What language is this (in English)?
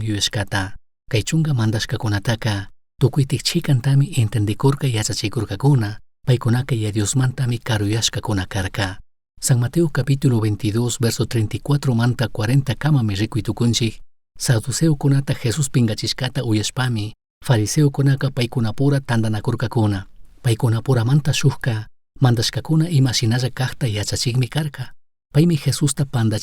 Chimborazo Highland Quichua